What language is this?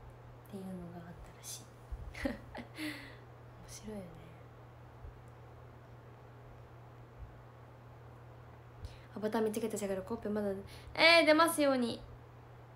Japanese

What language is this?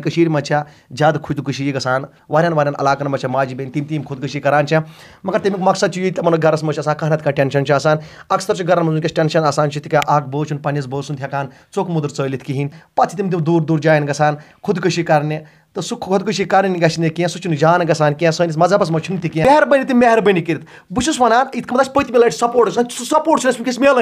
Kashmiri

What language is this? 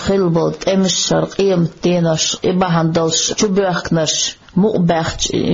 Chechen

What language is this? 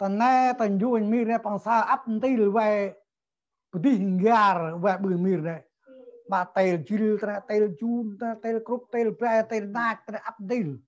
Central Mnong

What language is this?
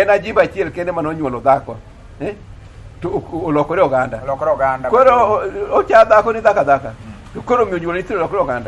Luo (Kenya and Tanzania)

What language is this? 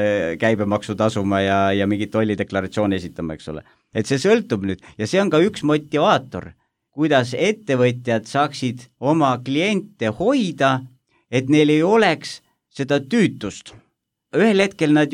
Estonian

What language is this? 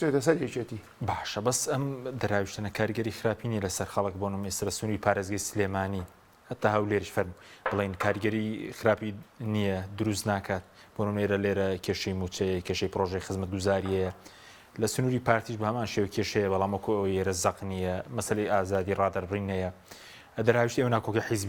Central Kurdish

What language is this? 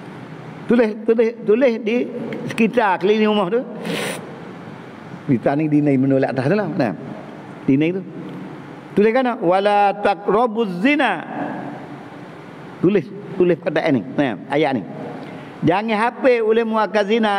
Malay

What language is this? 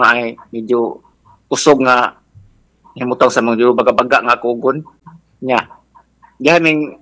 Cebuano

